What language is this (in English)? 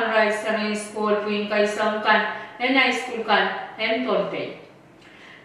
Pohnpeian